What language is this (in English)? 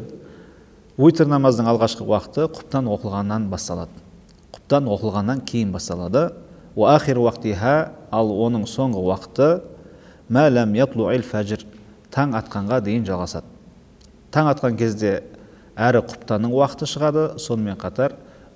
Kazakh